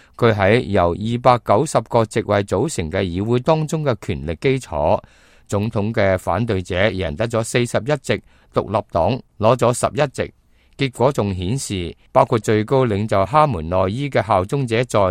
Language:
Cantonese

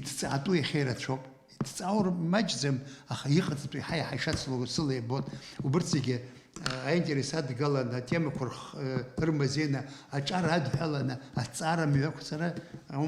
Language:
Abkhazian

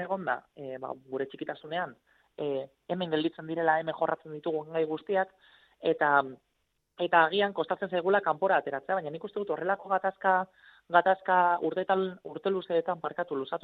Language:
Basque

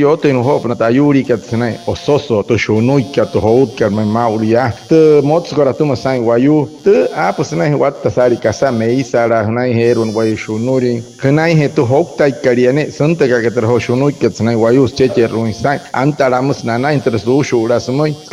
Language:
Wayuu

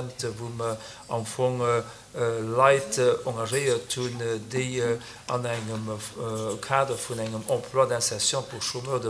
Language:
Luxembourgish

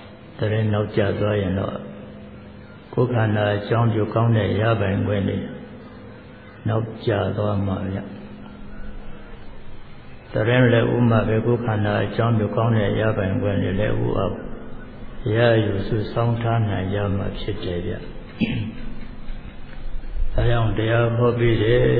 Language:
Burmese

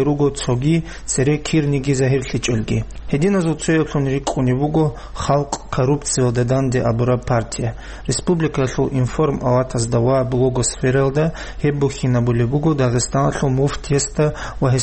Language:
Avaric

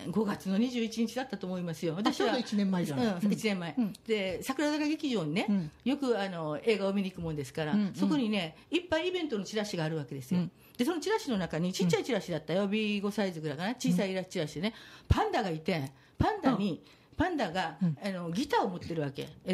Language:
Japanese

